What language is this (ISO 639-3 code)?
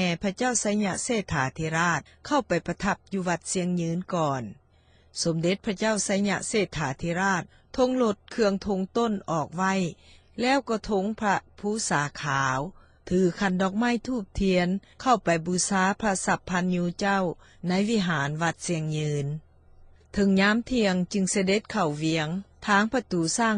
lao